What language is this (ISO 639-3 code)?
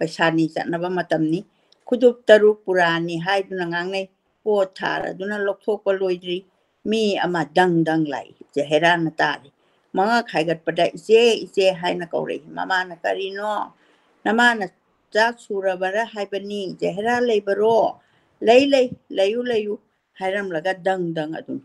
mni